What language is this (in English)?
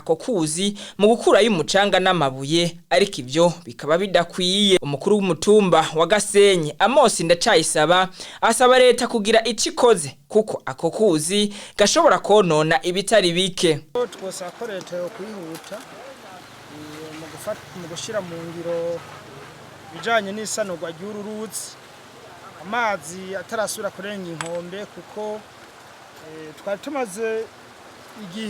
Rundi